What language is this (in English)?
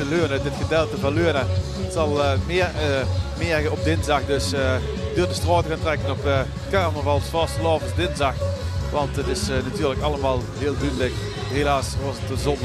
Limburgish